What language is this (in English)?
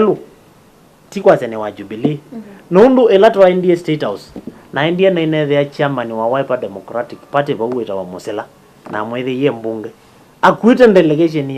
Kamba